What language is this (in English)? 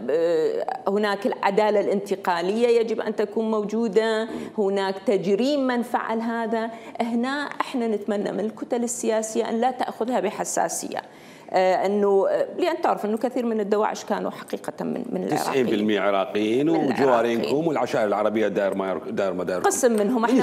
Mesopotamian Arabic